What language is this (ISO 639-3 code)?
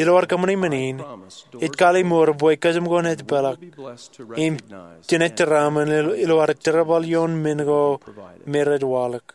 mah